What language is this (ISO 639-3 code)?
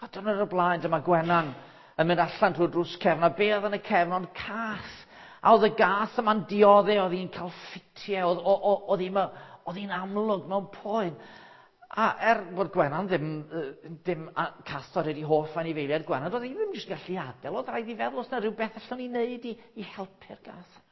cym